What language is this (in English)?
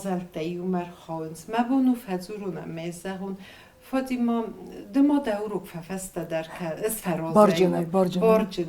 Ossetic